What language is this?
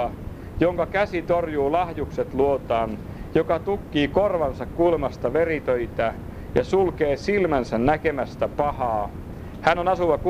Finnish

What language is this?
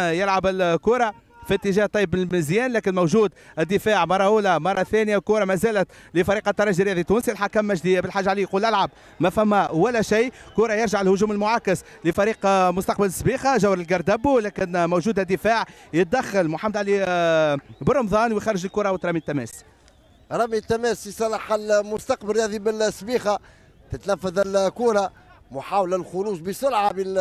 Tunisian Arabic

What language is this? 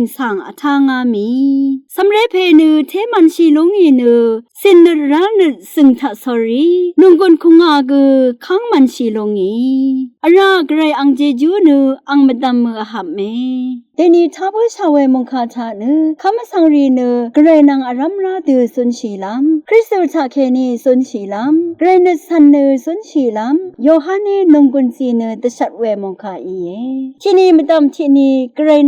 Rawang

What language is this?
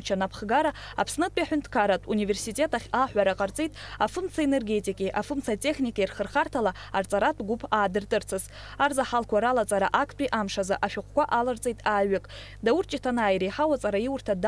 Abkhazian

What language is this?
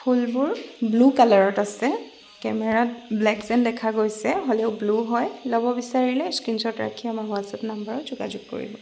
Assamese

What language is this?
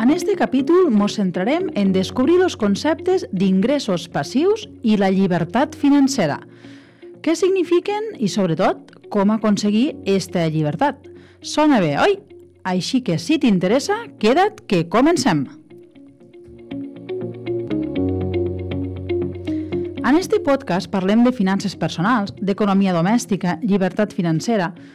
Catalan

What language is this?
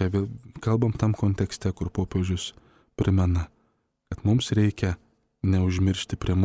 Lithuanian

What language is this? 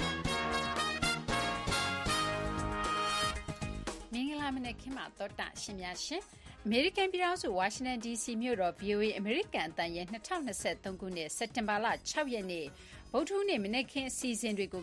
Burmese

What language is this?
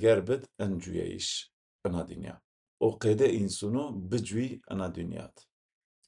Zaza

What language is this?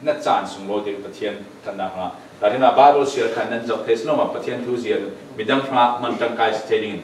Falam Chin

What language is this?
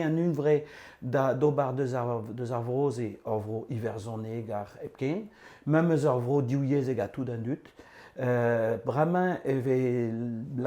Breton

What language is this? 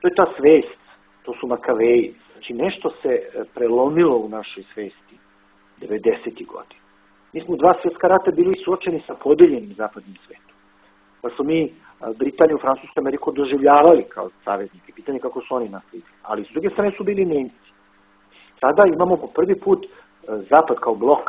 Serbian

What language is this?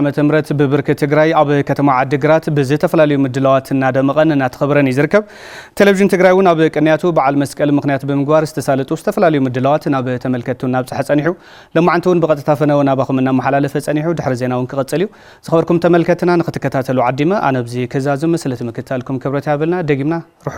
Tigrinya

